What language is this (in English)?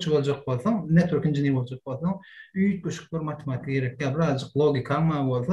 Turkmen